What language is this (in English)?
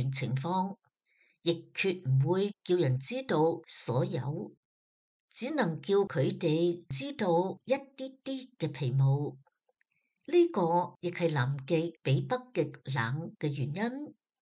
Cantonese